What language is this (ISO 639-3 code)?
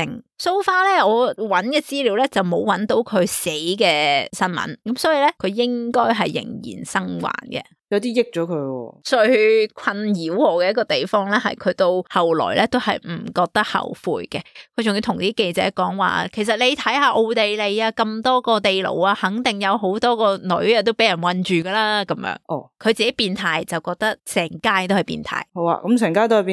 yue